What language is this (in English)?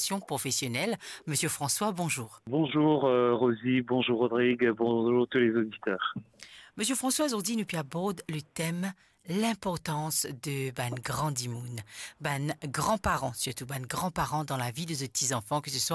Morisyen